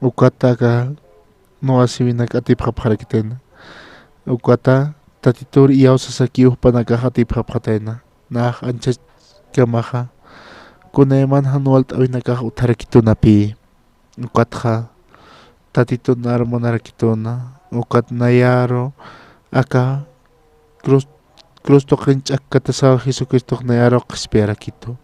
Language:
Aymara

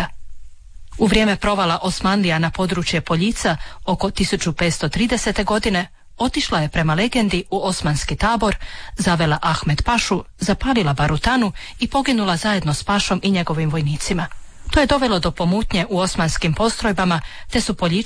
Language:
Croatian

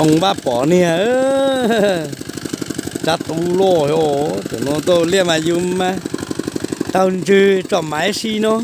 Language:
Hmong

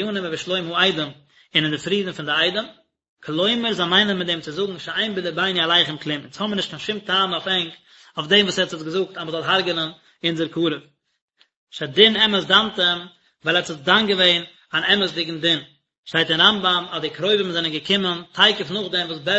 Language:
Yiddish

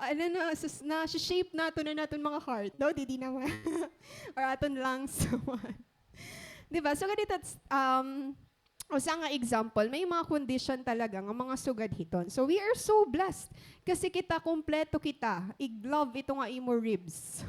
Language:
Waray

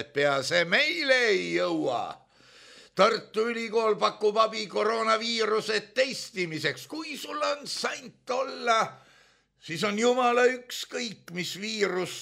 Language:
Estonian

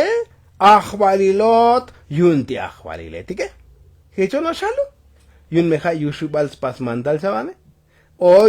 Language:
Tzotzil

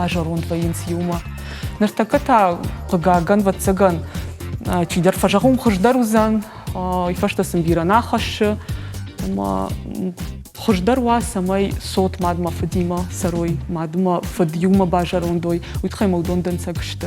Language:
Ossetic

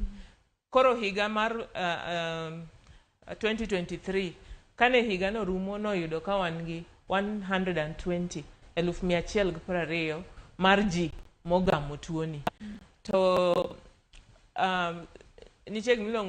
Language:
Luo (Kenya and Tanzania)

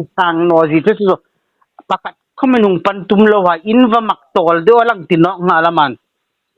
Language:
Hmar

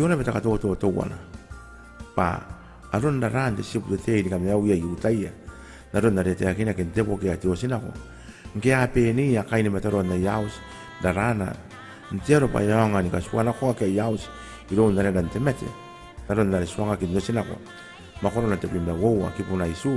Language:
Gilbertese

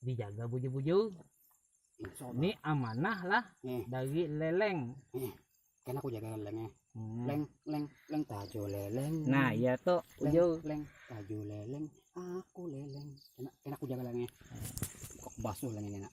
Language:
Banjar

